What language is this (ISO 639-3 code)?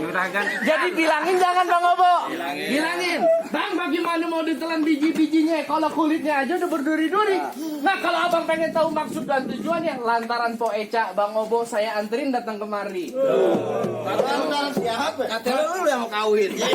bew